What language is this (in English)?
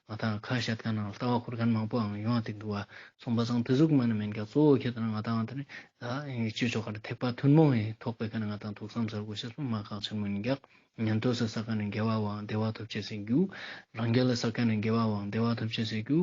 Ladakhi